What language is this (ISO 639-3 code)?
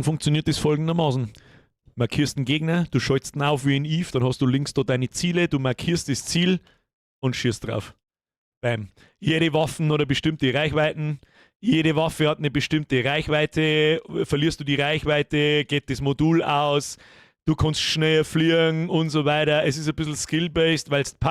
bar